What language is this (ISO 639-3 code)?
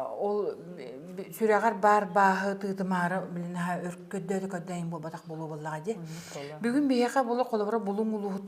sah